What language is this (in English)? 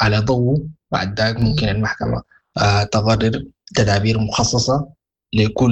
Sudanese Arabic